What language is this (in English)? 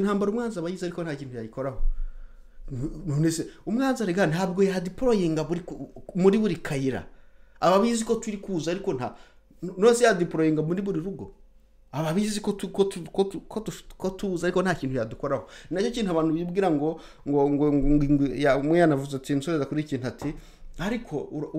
Kinyarwanda